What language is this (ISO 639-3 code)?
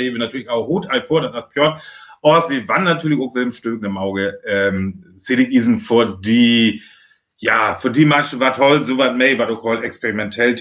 frr